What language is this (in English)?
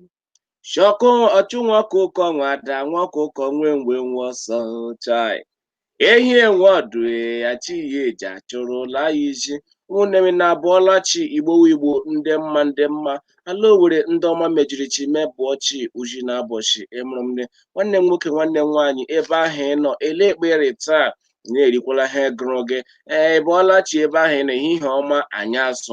Igbo